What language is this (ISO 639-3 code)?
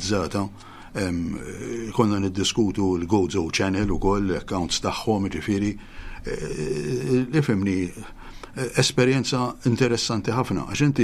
mlt